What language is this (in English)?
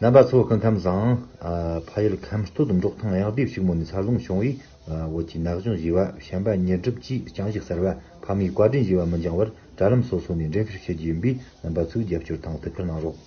Tibetan